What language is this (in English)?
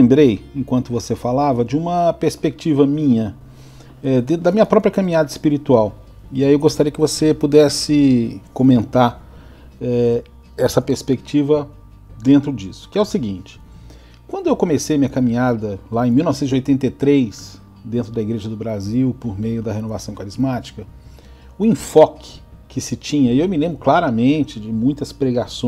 Portuguese